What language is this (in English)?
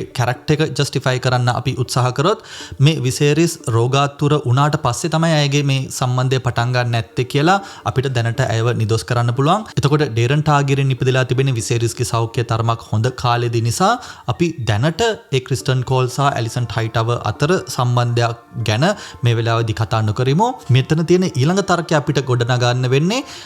Sinhala